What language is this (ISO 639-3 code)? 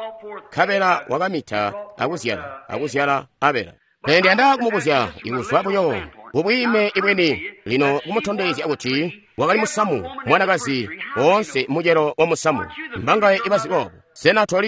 toi